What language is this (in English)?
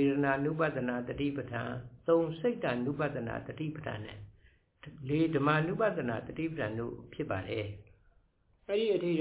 Burmese